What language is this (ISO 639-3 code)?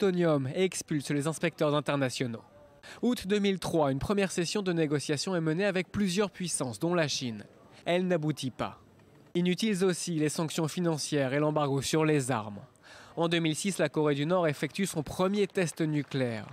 fra